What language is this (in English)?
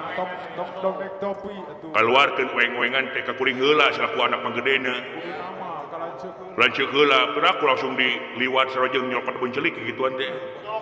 Sundanese